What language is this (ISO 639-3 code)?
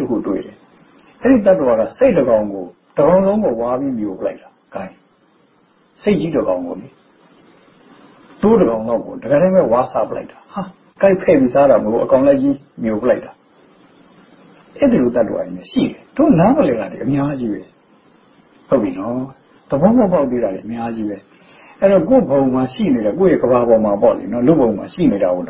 mya